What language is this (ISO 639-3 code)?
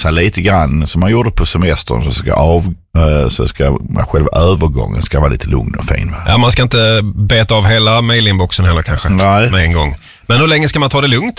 swe